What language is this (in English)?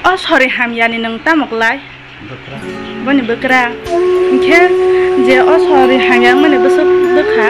Kok Borok